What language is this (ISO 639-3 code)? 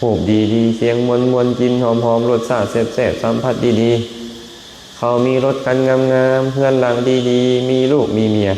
lao